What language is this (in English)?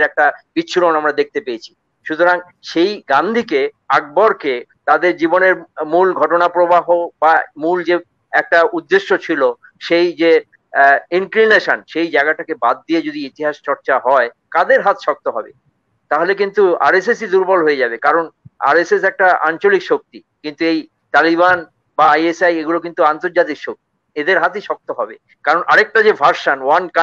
Bangla